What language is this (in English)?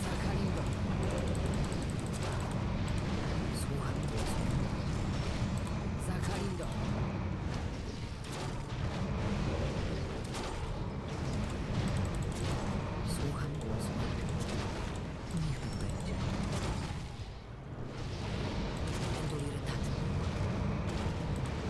Polish